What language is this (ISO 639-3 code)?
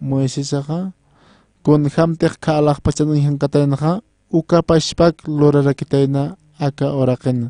aym